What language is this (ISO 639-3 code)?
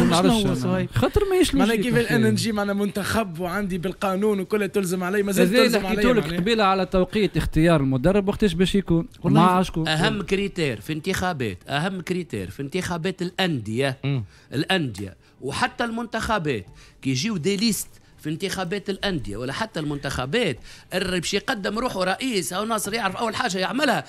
aeb